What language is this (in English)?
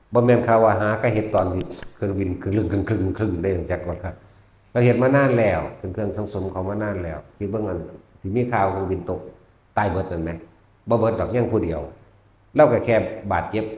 Northeastern Thai